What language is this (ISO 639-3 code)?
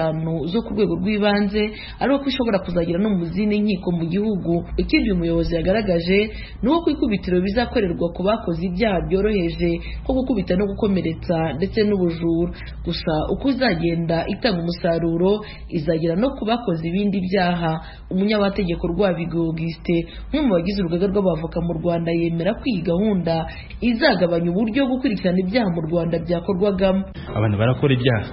kin